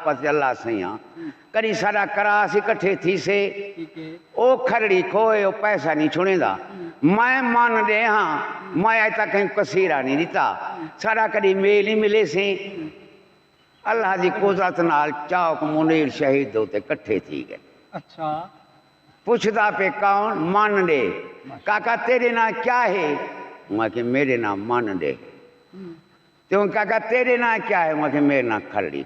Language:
Saraiki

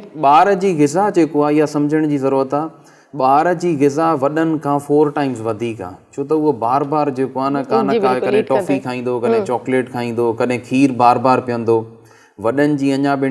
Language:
Sindhi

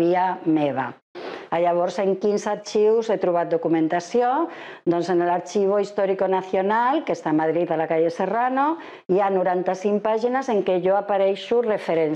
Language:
Catalan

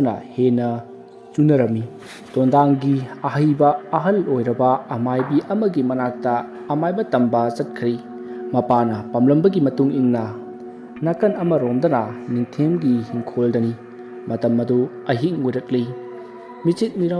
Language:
Manipuri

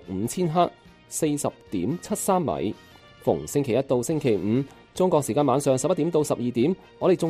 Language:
Cantonese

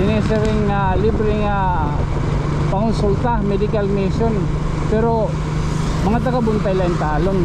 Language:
Waray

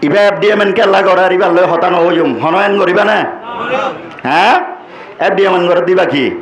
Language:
Rohingya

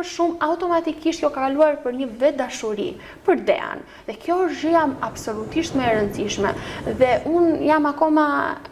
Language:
Albanian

